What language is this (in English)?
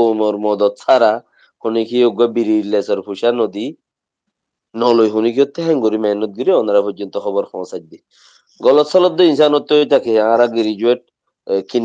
Rohingya